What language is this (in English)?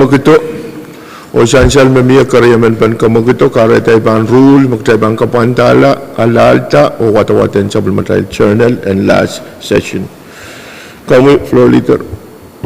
Pohnpeian